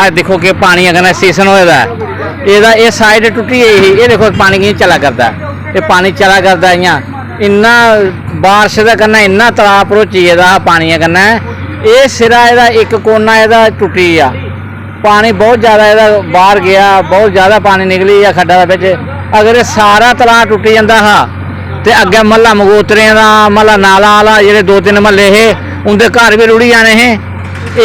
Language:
Dogri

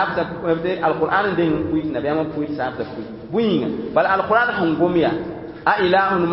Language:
Mossi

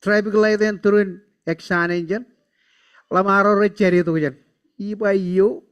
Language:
Marshallese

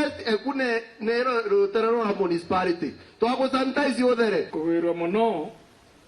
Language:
Meru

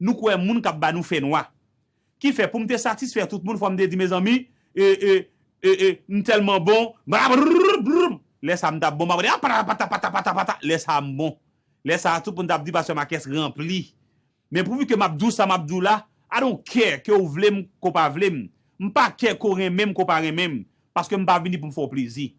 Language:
Haitian Creole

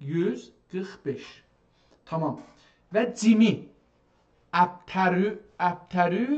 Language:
South Azerbaijani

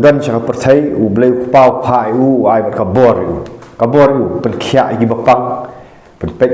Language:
Khasi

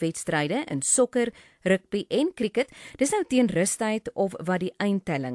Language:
Afrikaans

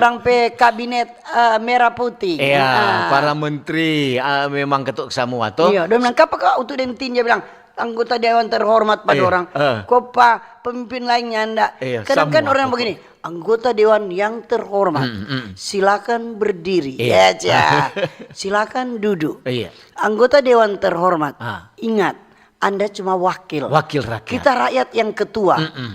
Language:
Manado Malay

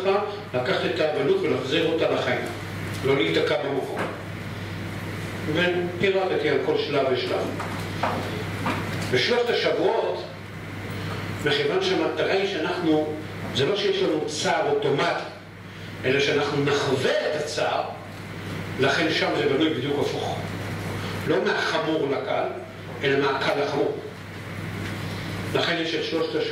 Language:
Hebrew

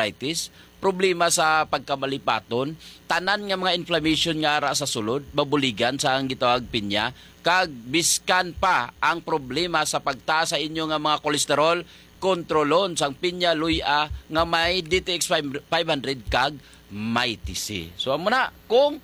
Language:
Hiligaynon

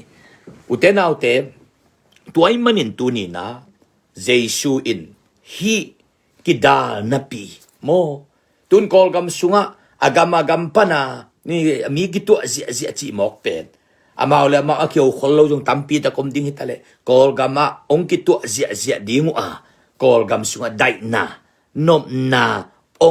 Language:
Tedim Chin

